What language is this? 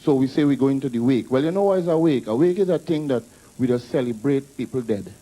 Jamaican Creole English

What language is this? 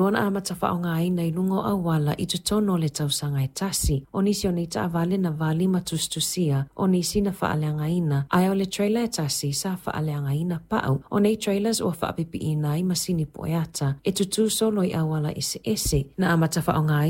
Samoan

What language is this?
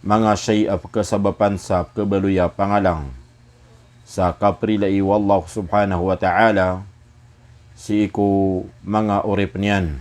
Maranao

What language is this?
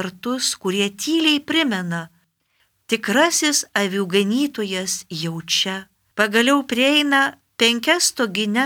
Lithuanian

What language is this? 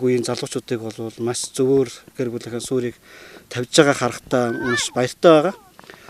Mongolian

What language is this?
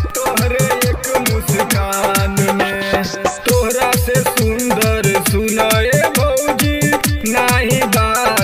Bhojpuri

